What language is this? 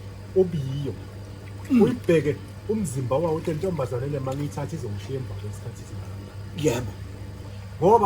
Zulu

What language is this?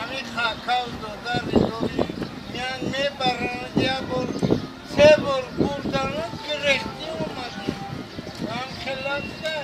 Tajik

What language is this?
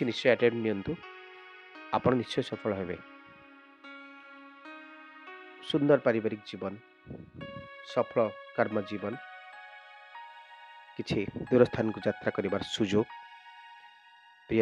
Odia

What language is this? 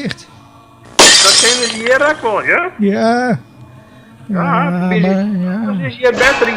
Western Frisian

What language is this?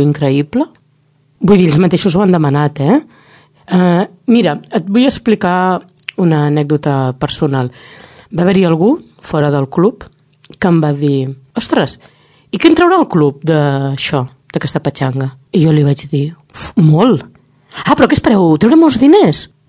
Catalan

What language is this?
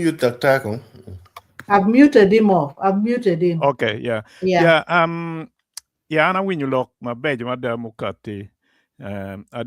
Acoli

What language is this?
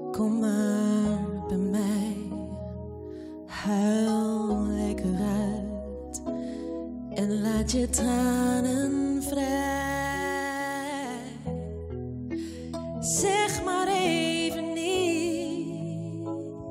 Dutch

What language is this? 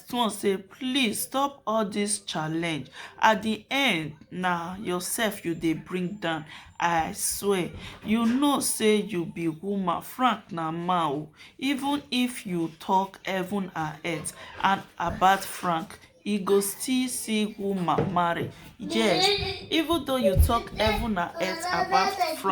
Nigerian Pidgin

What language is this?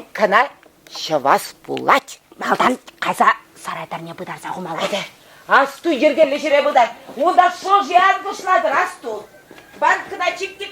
Chuvash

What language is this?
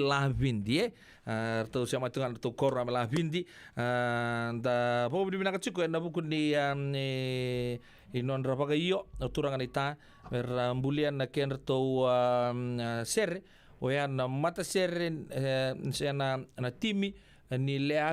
Fijian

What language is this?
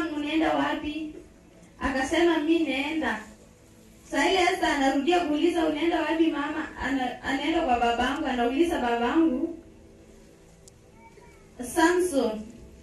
Swahili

